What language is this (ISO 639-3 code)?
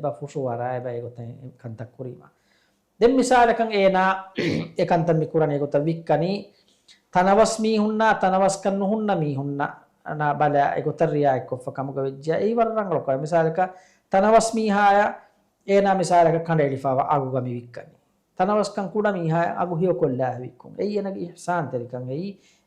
div